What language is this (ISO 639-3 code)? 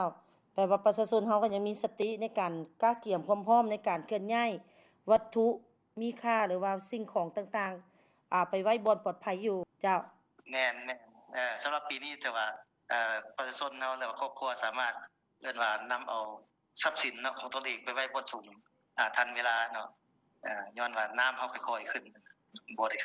lao